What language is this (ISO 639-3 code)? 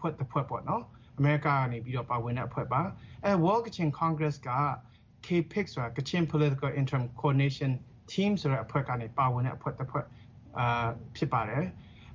mya